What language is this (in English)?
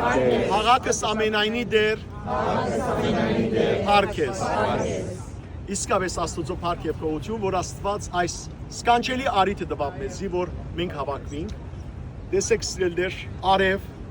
Western Armenian